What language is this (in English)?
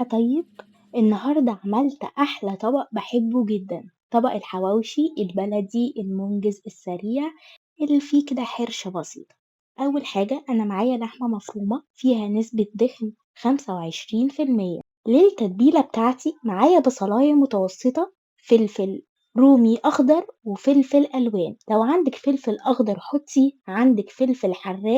Egyptian Arabic